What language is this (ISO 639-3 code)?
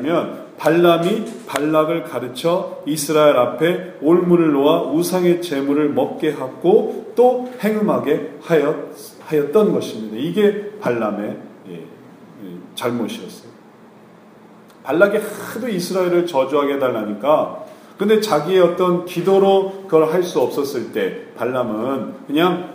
kor